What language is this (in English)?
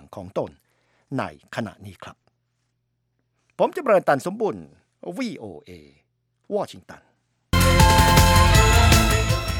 Thai